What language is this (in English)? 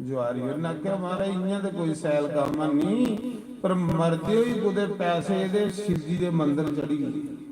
Dogri